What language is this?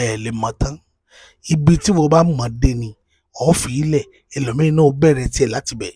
Yoruba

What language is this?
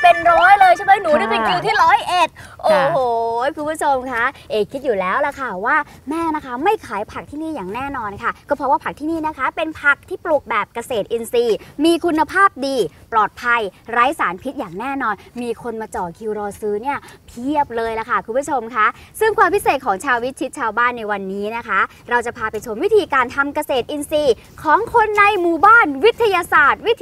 Thai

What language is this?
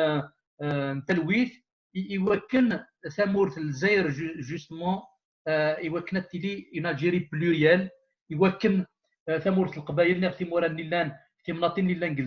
Kabyle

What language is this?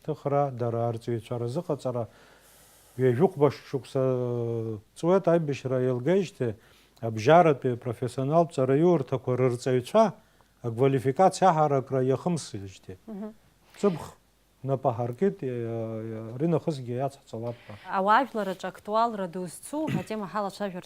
Abkhazian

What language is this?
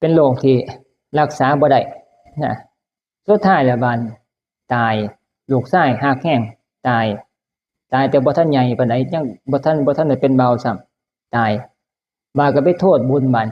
Northeastern Thai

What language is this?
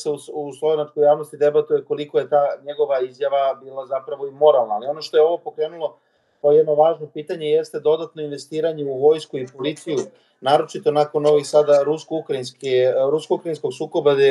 Serbian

